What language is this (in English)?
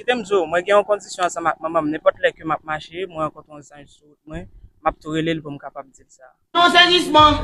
Haitian Creole